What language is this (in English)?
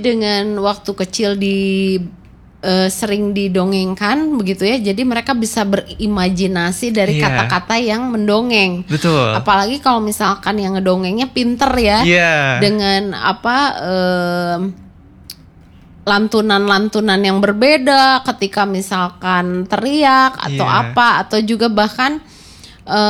Indonesian